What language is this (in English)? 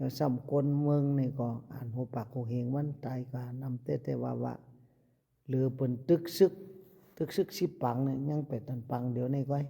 Shan